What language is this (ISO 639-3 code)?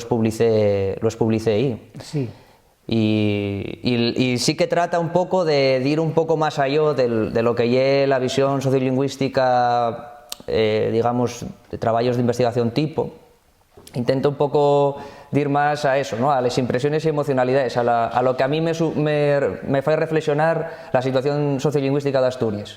ast